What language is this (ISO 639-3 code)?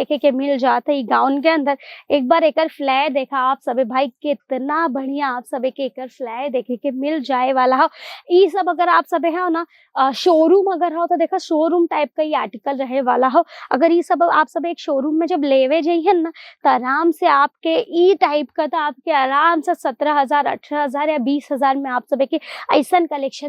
bho